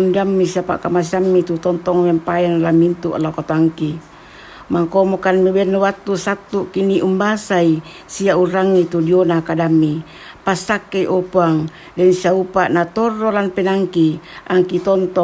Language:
Toraja-Sa'dan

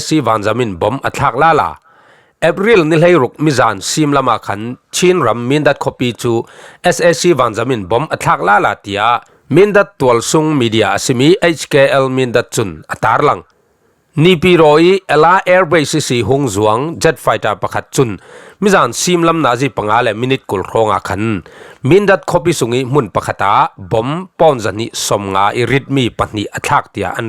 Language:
Falam Chin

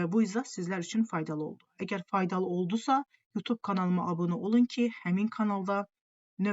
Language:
Azerbaijani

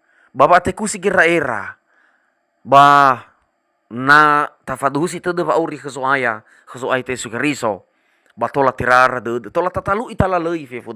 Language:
Nias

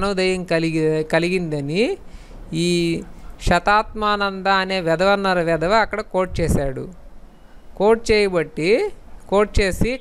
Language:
Telugu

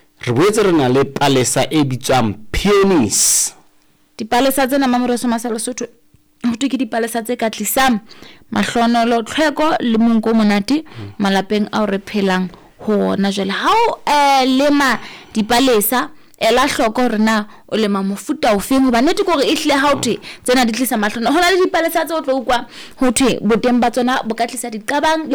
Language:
Southern Sotho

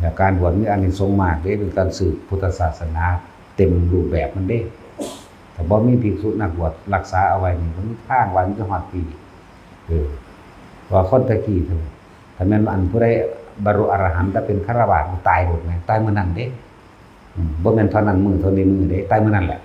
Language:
Northeastern Thai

